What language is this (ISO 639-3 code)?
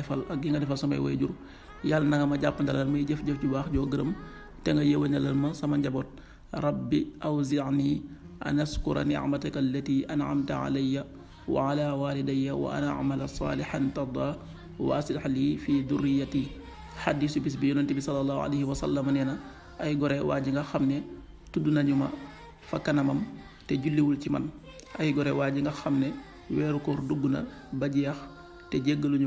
wol